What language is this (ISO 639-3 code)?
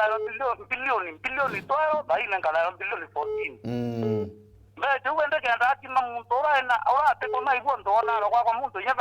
mer